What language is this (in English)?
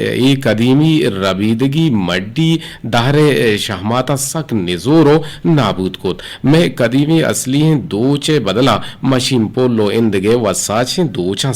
Eastern Balochi